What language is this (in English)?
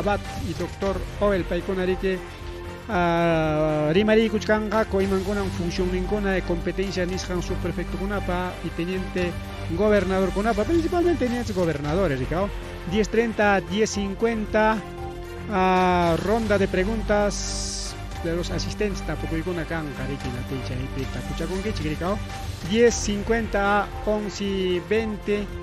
Ayacucho Quechua